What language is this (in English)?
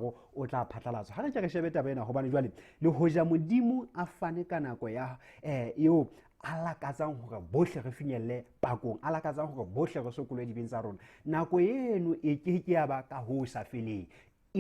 Southern Sotho